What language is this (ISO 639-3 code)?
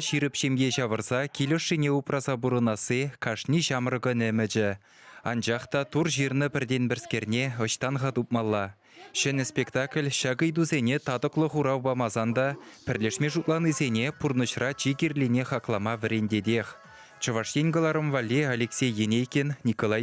chv